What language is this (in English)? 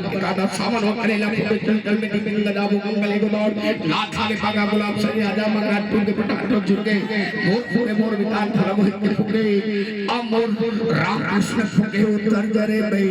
Chhattisgarhi